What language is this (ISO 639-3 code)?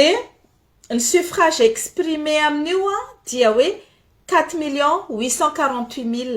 mlg